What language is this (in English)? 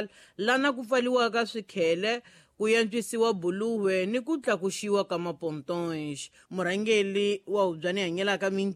Tsonga